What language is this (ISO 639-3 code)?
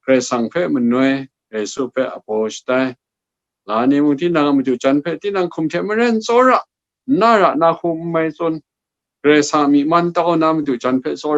kac